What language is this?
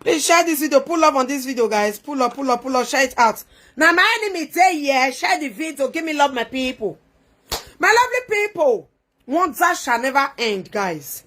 Nigerian Pidgin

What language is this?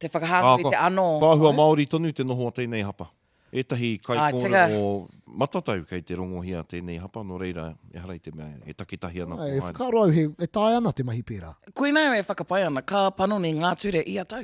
Māori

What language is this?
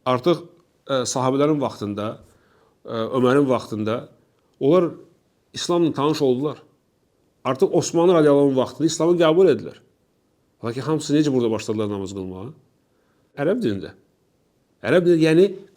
Azerbaijani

